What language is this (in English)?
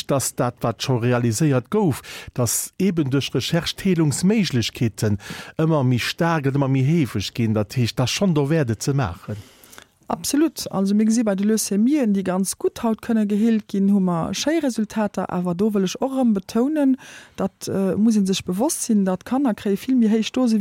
Luxembourgish